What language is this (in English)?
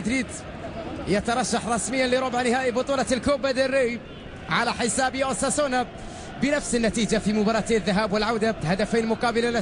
Arabic